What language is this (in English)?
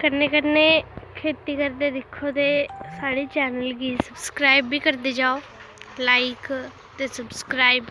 Dogri